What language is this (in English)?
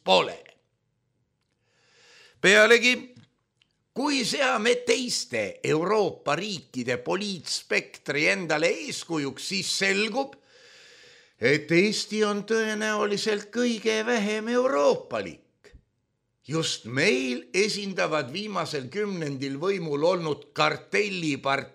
Estonian